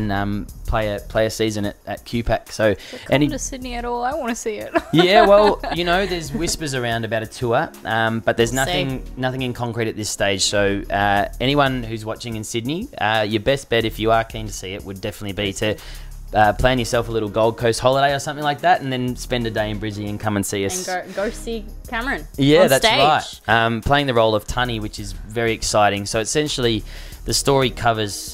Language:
English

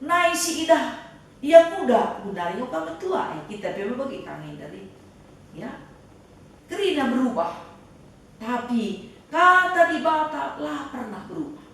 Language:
Batak Karo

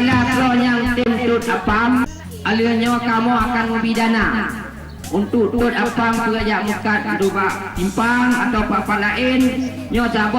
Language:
Achinese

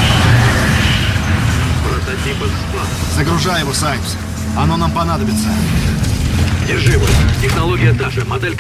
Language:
Russian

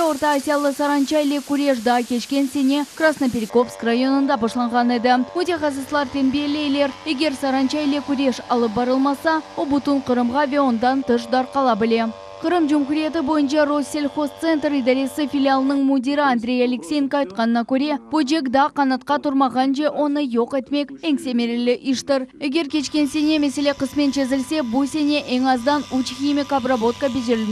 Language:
Crimean Tatar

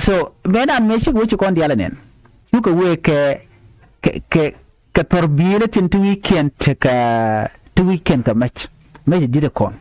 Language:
Nuer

